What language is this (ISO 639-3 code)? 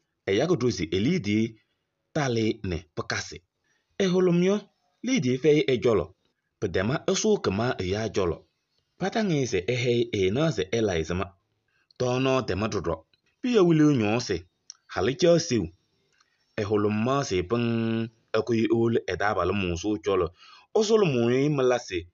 kbp